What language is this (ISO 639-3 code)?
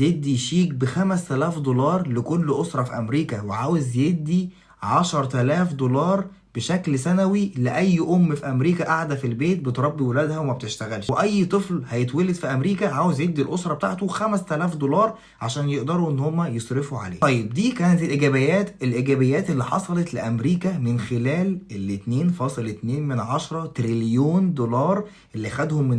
arz